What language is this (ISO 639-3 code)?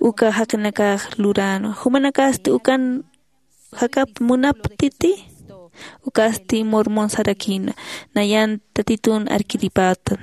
aym